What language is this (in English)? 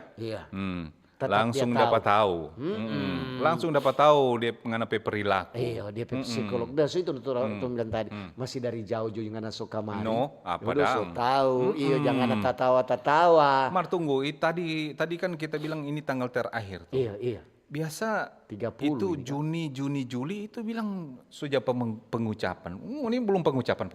Manado Malay